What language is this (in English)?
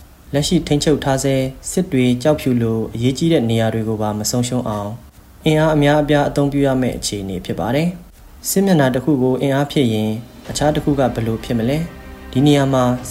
Burmese